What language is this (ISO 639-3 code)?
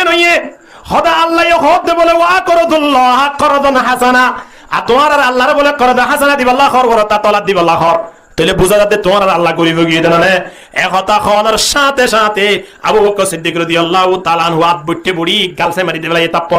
rhg